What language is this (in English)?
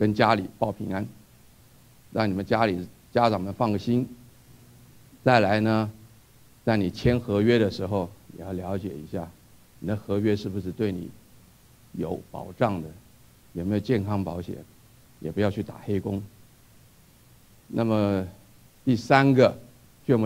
Chinese